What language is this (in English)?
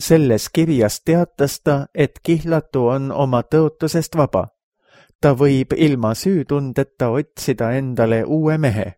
Estonian